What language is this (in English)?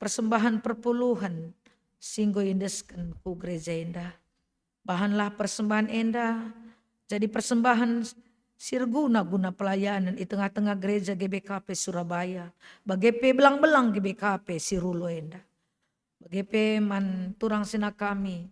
Batak Karo